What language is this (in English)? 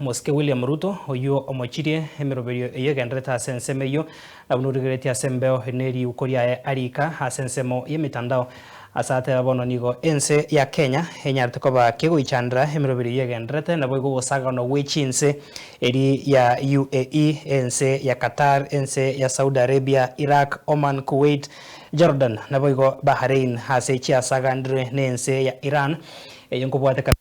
Gusii